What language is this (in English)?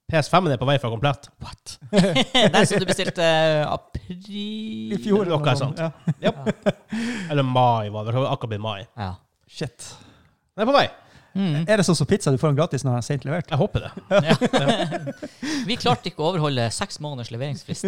Norwegian